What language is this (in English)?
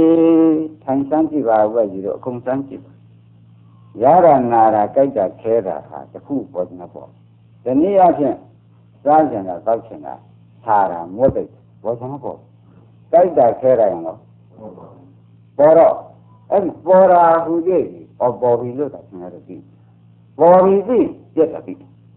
Burmese